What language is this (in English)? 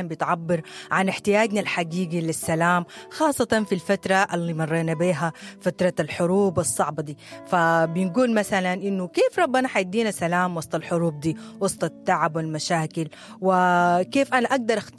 Sudanese Arabic